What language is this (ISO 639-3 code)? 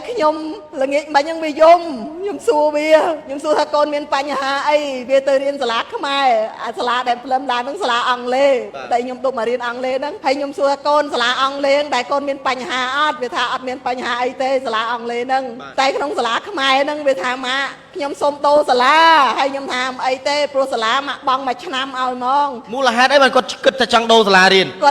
khm